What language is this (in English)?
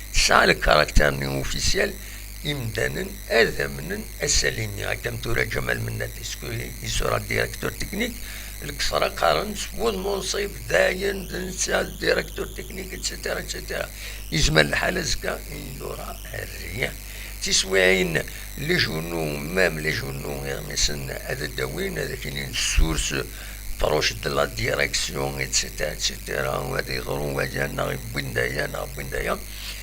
Kabyle